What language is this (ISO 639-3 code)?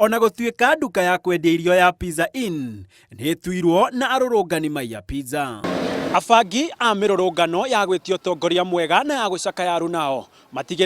kik